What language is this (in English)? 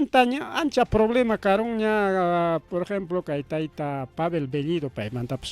Ayacucho Quechua